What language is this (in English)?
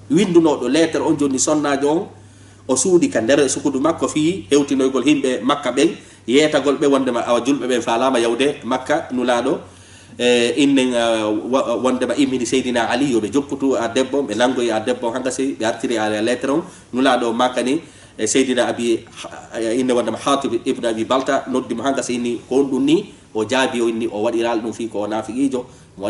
Fula